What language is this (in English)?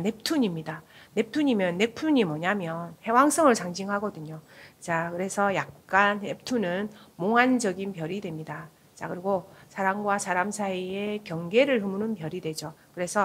Korean